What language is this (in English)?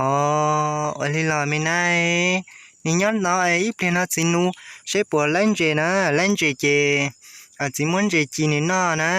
Hmong